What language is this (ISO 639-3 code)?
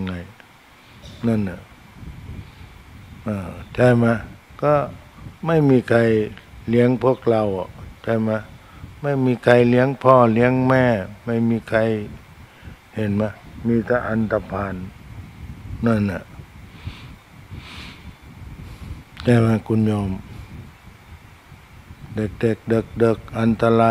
tha